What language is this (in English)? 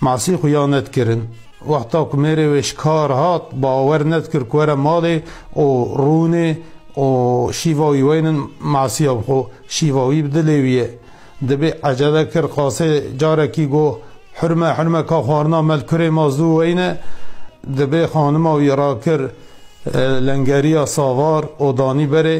Kurdish